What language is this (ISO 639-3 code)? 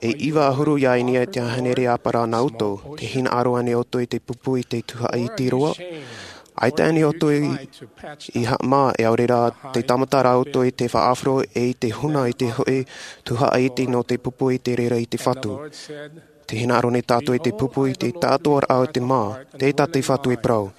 tah